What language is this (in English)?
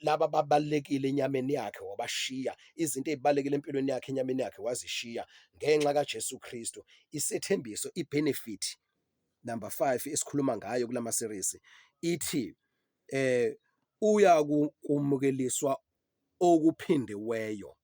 Zulu